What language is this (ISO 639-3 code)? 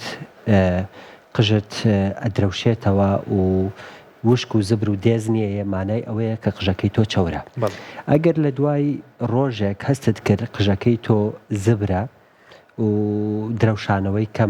ckb